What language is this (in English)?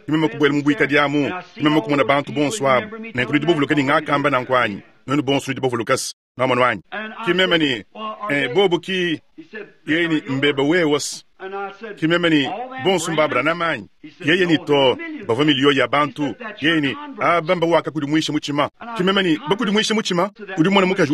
Luba-Lulua